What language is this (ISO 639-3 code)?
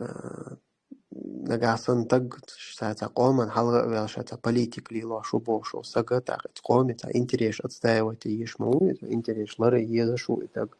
che